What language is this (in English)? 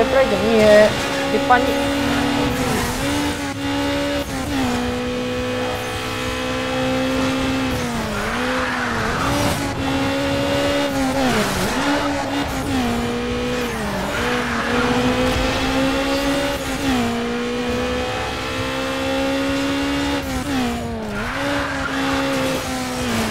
Slovak